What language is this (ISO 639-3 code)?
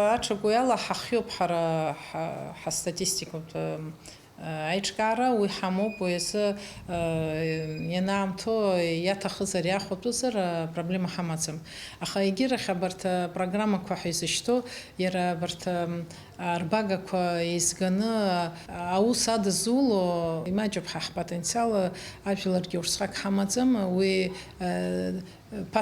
abk